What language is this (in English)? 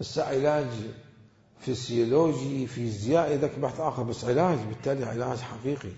Mesopotamian Arabic